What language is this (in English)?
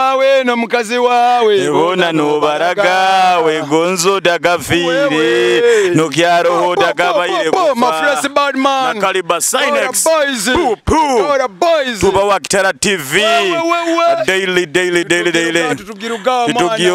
Nyoro